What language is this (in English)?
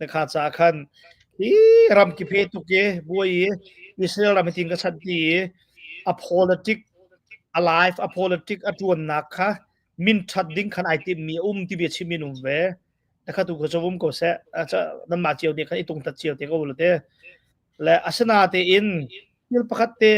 Hakha Chin